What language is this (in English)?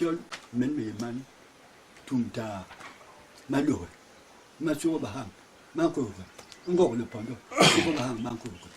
Basaa